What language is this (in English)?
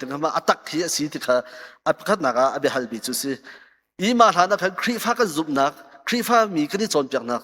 Hakha Chin